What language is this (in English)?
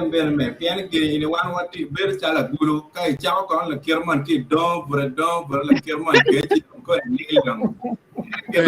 Acoli